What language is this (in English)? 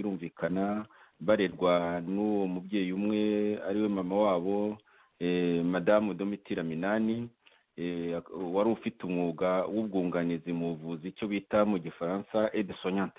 Kinyarwanda